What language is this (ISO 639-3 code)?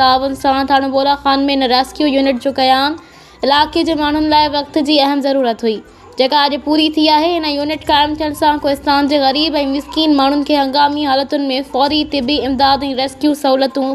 snd